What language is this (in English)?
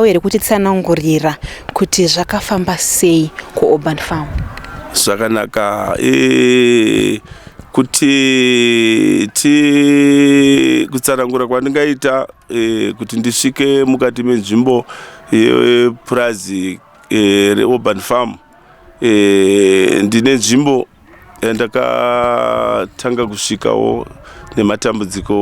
Shona